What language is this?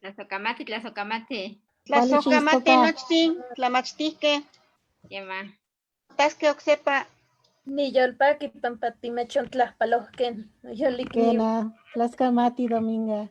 Eastern Huasteca Nahuatl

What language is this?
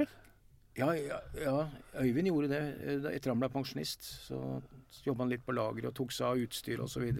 Norwegian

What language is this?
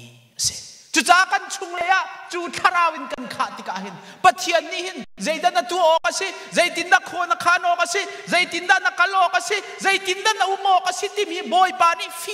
Hakha Chin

